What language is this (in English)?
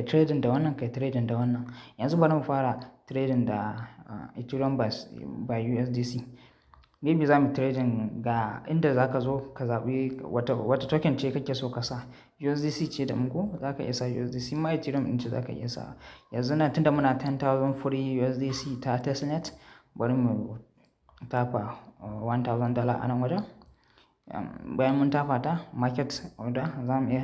Hausa